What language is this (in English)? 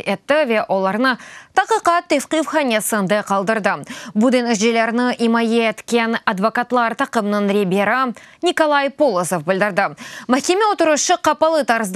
Crimean Tatar